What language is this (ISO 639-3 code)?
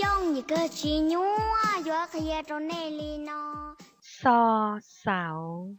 hmn